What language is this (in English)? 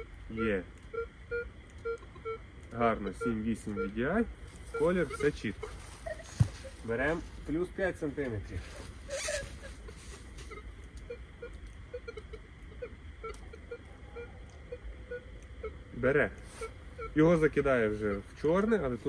Ukrainian